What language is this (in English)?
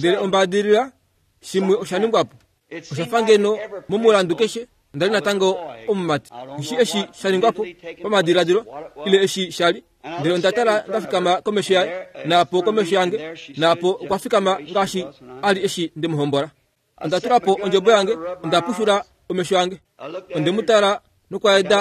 Kuanyama